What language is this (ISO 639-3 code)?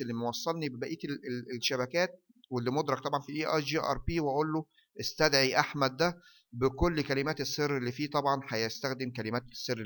arz